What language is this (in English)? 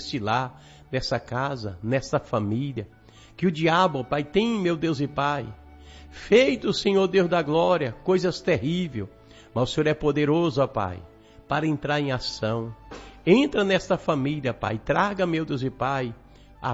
Portuguese